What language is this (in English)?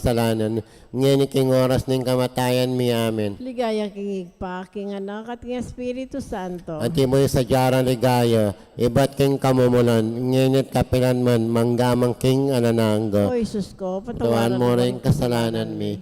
Pampanga